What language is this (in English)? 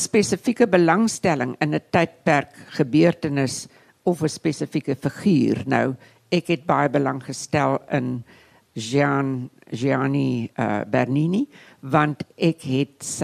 Afrikaans